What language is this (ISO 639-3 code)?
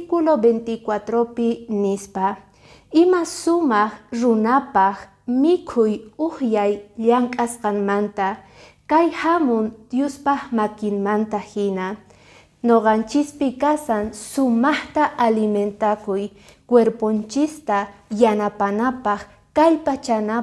que